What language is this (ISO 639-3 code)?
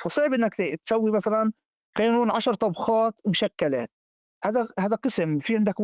apc